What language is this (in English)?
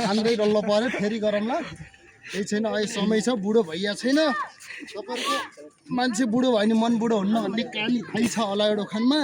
Nepali